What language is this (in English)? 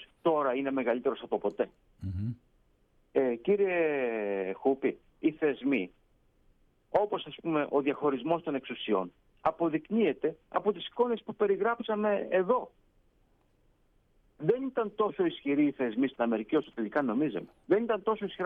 Greek